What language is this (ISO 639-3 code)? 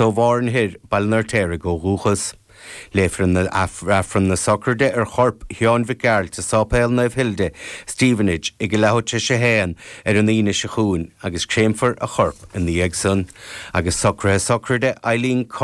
gle